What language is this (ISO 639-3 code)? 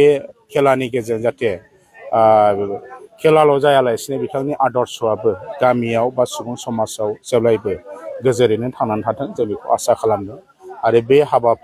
brx